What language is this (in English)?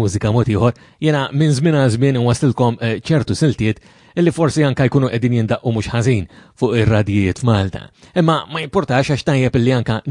Maltese